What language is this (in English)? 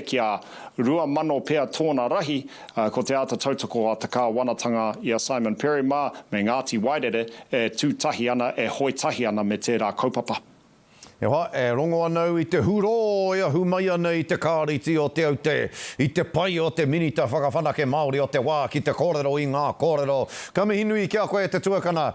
Māori